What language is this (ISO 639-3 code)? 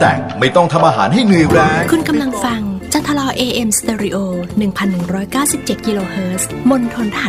tha